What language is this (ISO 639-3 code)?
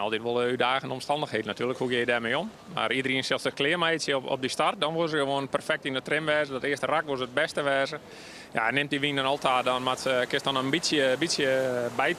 fry